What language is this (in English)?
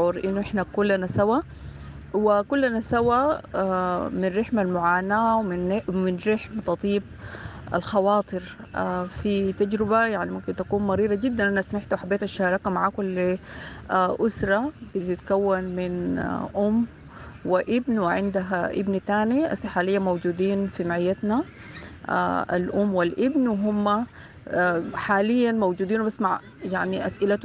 Sudanese Arabic